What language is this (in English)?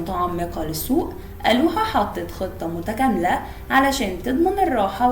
Egyptian Arabic